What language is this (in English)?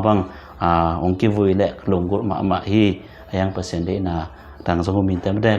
Tedim Chin